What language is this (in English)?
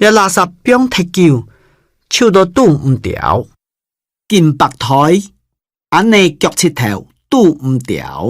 Hakka Chinese